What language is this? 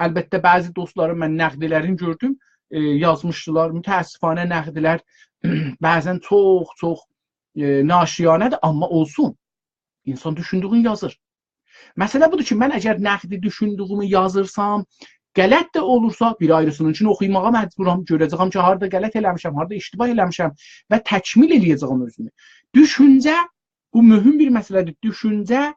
South Azerbaijani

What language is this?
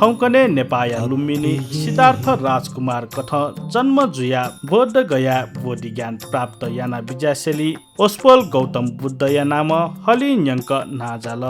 Newari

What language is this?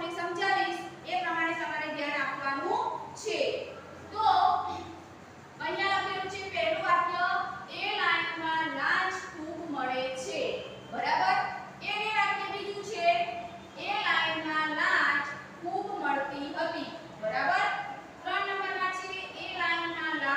Gujarati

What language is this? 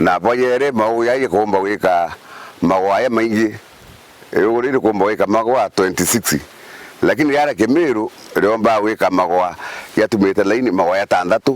Meru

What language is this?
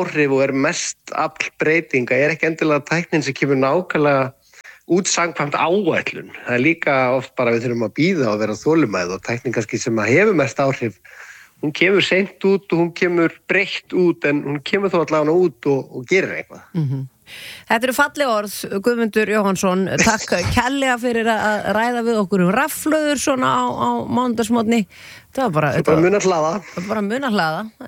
Icelandic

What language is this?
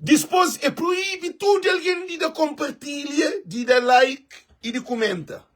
Kabuverdianu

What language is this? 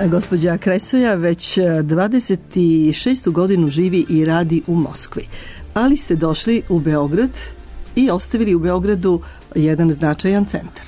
Serbian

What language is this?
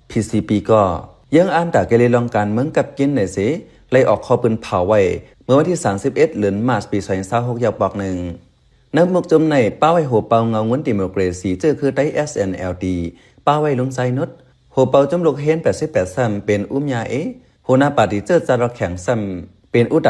Shan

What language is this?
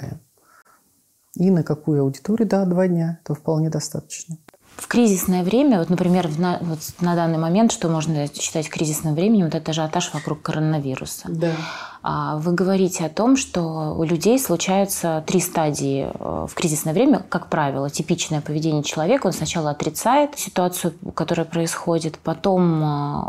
Russian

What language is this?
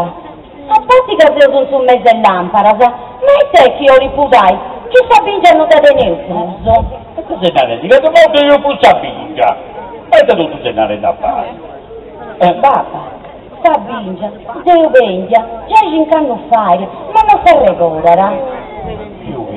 Sardinian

